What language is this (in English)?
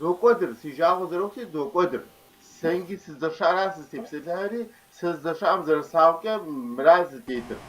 Kabardian